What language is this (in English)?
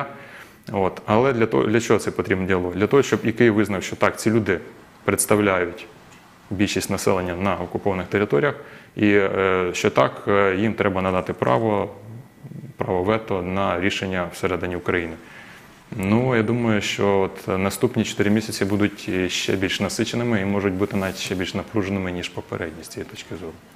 Ukrainian